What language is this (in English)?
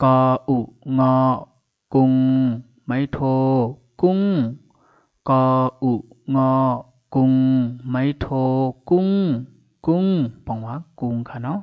Shan